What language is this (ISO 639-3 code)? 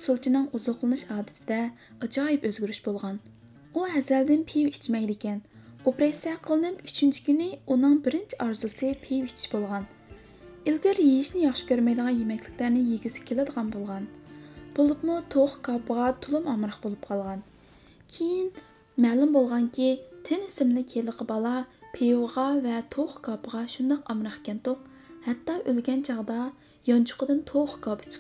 uig